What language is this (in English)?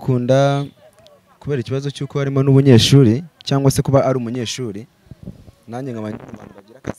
Kinyarwanda